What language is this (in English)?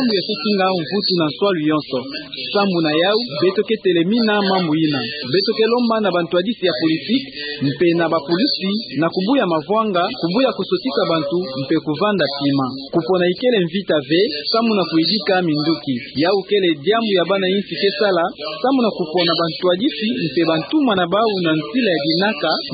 Kituba (Democratic Republic of Congo)